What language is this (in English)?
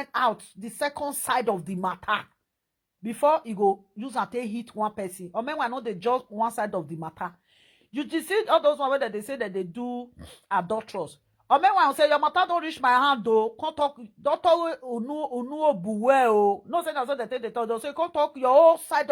Nigerian Pidgin